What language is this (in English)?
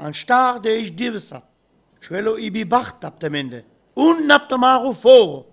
Sinte Romani